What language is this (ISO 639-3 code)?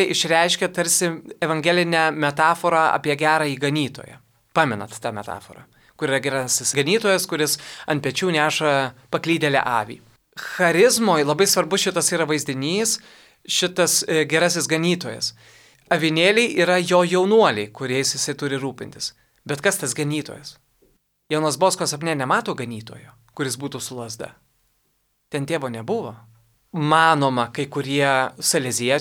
lit